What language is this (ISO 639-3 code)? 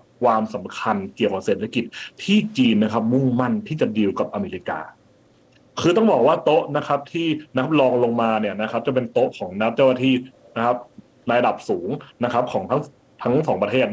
tha